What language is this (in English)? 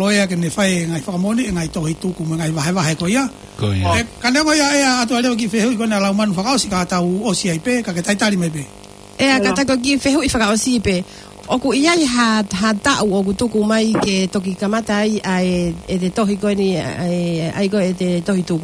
Tongan